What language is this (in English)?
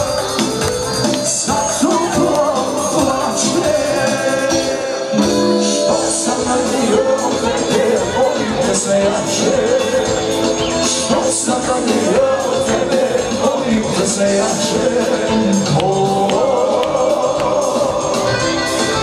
Serbian